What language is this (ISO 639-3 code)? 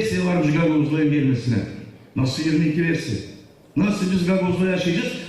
gag